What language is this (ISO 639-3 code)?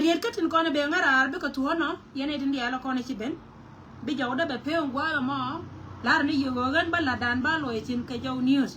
nus